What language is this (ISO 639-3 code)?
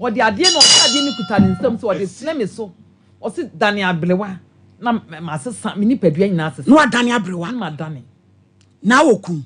aka